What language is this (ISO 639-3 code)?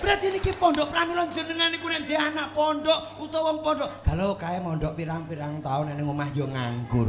jav